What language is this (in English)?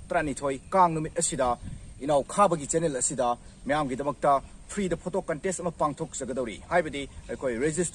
Manipuri